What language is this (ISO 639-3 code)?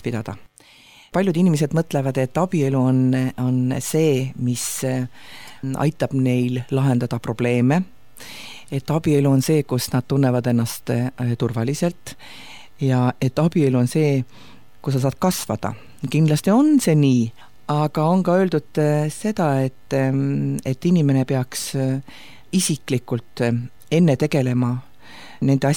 est